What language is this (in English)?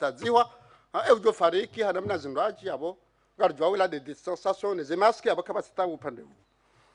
Swahili